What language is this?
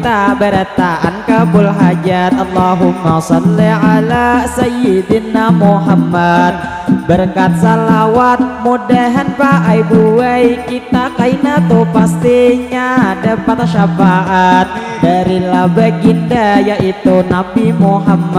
Banjar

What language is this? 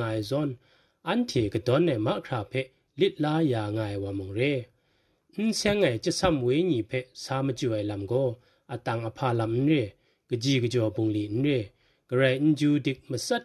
Kachin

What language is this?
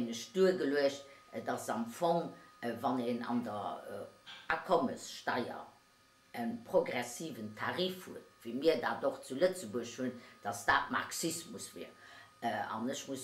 Luxembourgish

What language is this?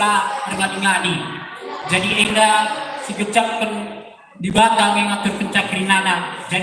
Batak Karo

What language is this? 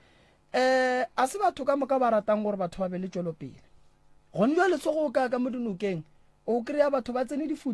Northern Sotho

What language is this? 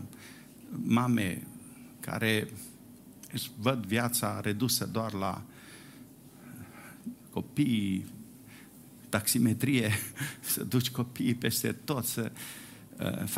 Romanian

